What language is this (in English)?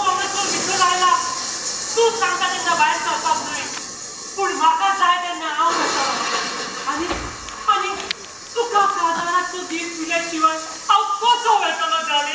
Konkani